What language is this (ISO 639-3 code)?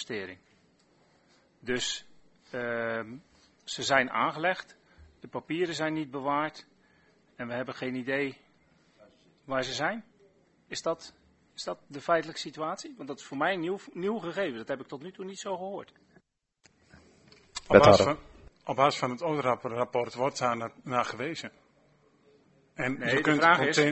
nld